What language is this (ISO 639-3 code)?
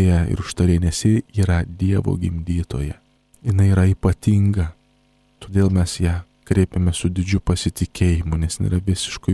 lit